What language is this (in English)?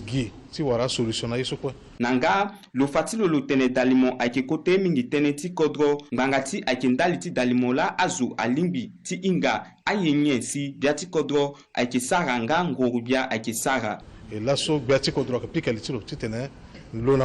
Sango